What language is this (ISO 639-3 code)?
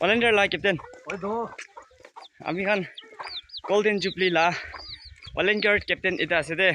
nag